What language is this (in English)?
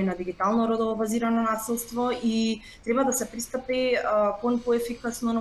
Macedonian